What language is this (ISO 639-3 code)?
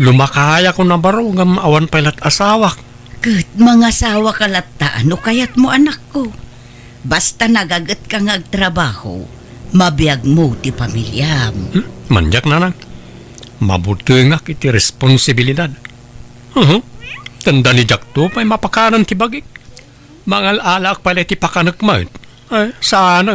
ilo